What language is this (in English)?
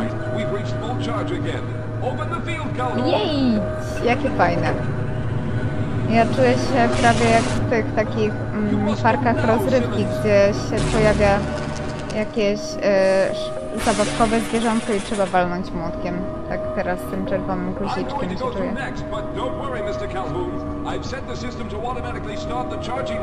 Polish